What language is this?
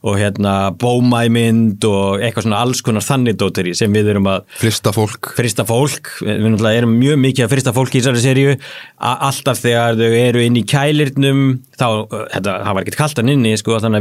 Icelandic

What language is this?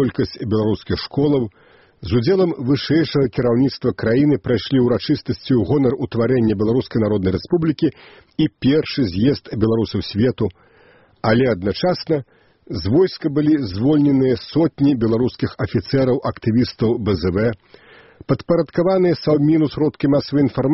Belarusian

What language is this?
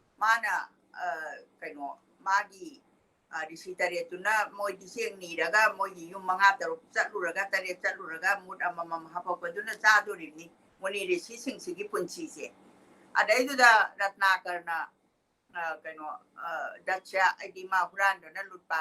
Manipuri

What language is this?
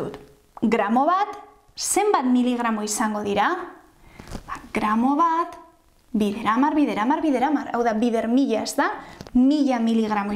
Basque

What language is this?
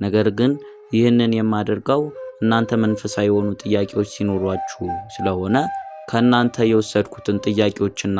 Amharic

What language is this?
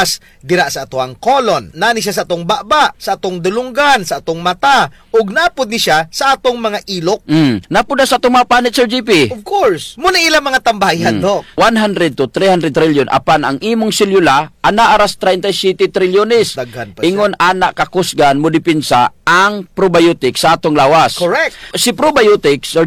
Cebuano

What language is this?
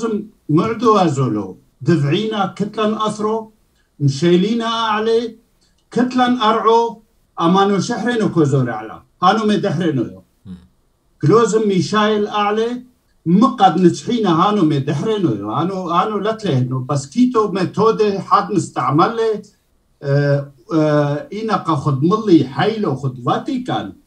Turoyo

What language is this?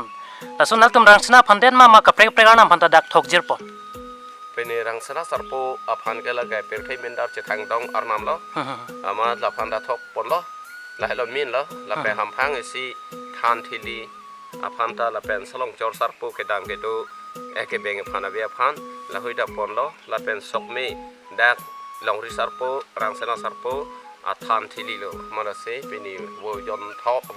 Karbi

